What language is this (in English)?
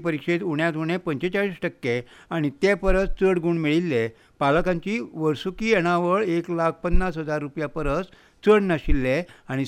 Konkani